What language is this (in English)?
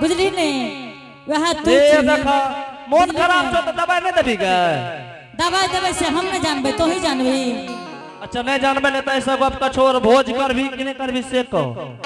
Angika